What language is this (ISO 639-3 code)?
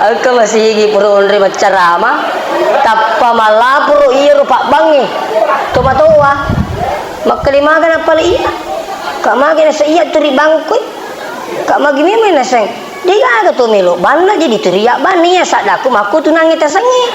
bug